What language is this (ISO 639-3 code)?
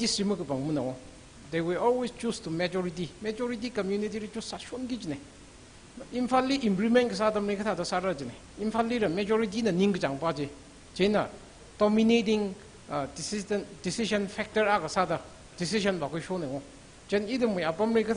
nmf